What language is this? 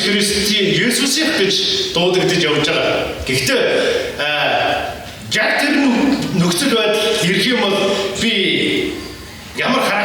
Mongolian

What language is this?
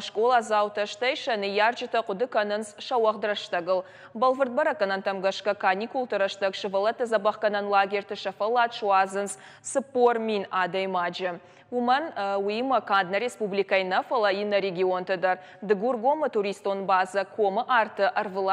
Ossetic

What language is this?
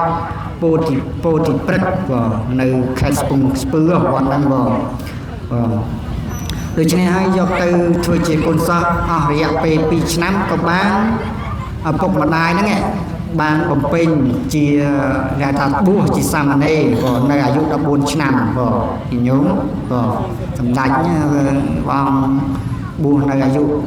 Khmer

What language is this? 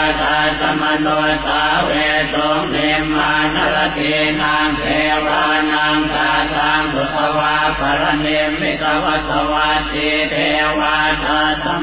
Pali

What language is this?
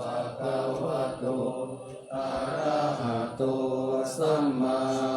Pali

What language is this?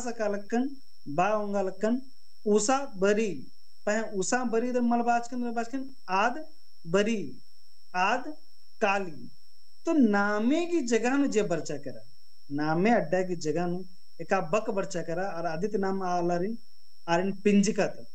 Kurukh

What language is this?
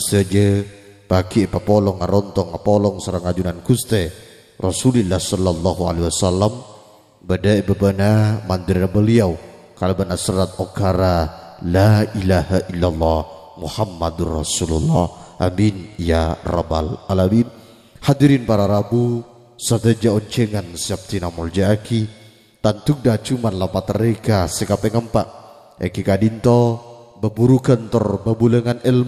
Madurese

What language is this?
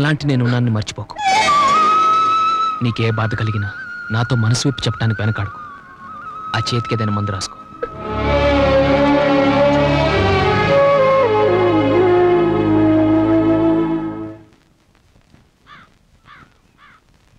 Telugu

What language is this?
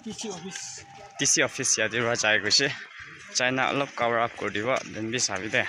Naga Pidgin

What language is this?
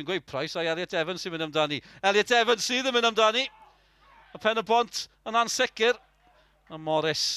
Welsh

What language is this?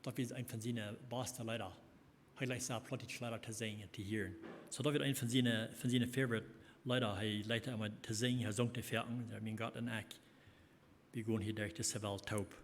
Plautdietsch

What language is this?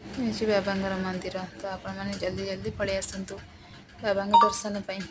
Odia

